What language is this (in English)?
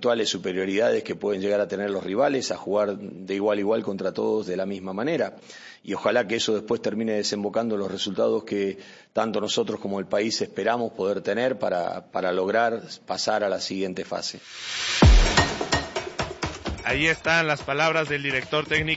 Spanish